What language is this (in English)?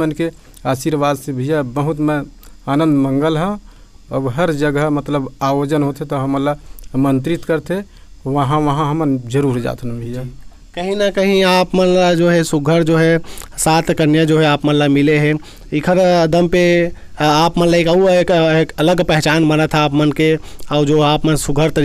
Chhattisgarhi